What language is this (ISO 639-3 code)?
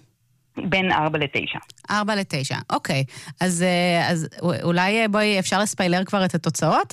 heb